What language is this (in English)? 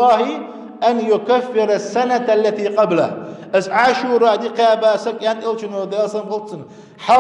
Ingush